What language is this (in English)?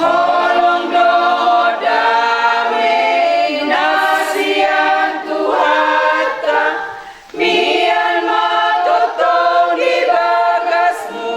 Batak Toba